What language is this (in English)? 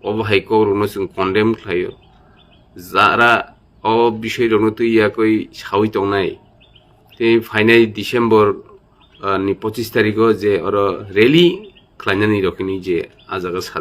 Kok Borok